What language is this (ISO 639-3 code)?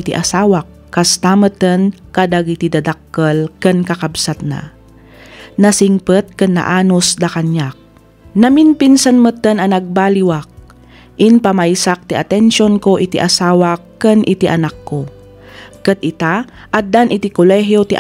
ilo